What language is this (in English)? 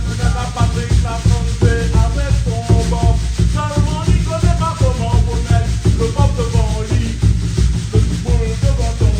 Réunion Creole French